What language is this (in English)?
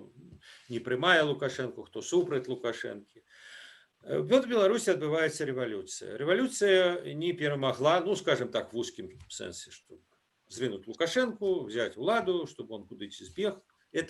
Belarusian